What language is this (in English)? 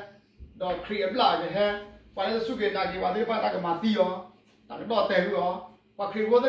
S'gaw Karen